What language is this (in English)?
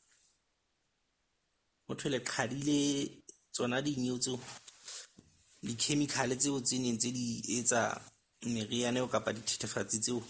Southern Sotho